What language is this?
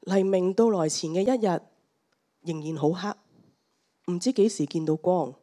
Cantonese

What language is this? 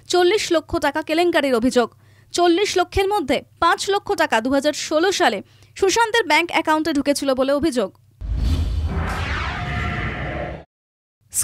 Bangla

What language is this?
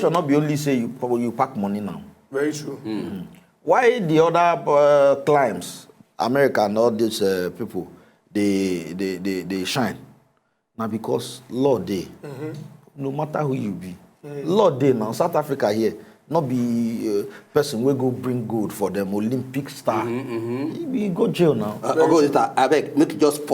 Nigerian Pidgin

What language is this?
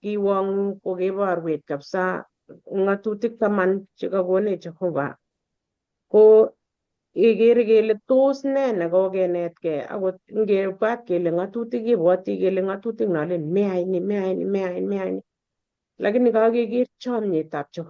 Kalenjin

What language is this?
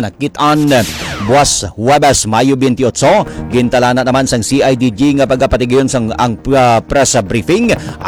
Hiligaynon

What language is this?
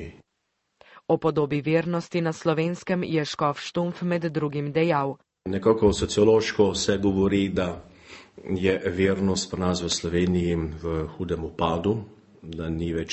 Slovenian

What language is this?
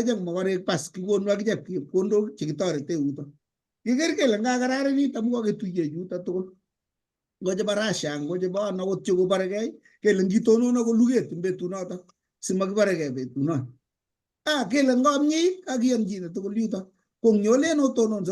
Kalenjin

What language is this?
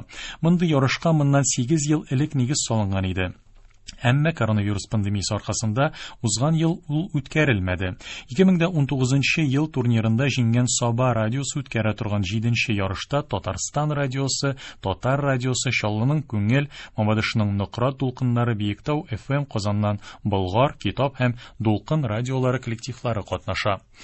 Tatar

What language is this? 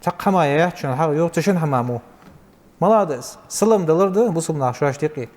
Ingush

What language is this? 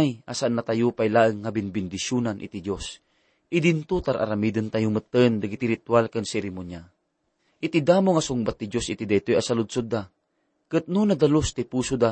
Iloko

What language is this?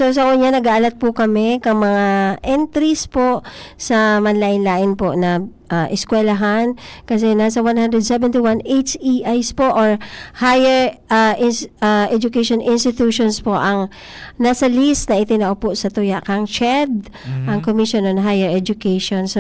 Bikol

